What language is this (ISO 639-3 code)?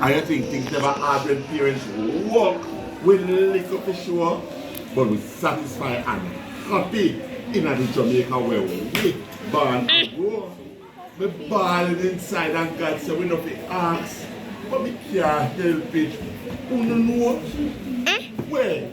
jam